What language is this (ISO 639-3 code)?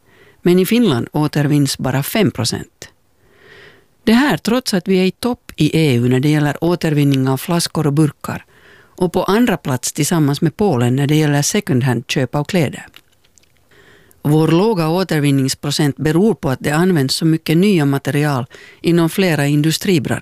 swe